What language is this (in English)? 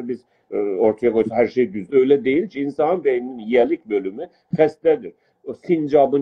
South Azerbaijani